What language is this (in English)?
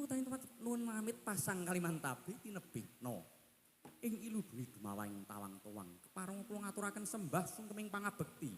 Javanese